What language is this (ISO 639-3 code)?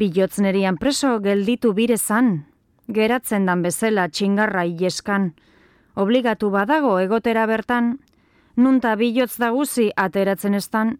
eus